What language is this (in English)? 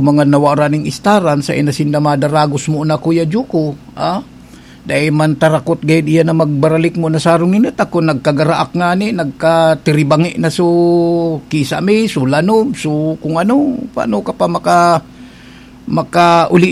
Bikol